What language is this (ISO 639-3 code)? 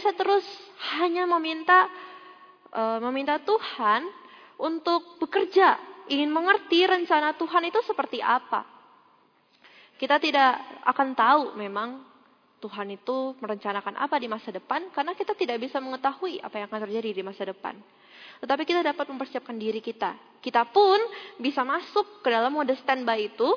ind